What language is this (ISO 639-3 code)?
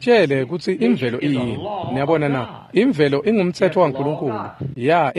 ssw